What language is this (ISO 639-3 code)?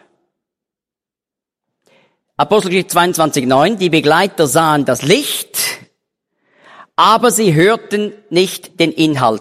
deu